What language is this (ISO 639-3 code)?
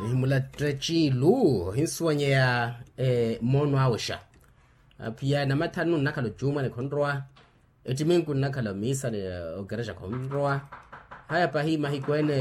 vmw